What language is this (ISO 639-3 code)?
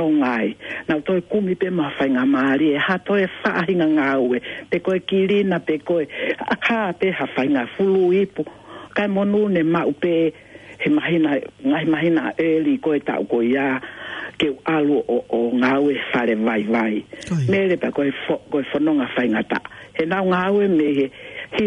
ton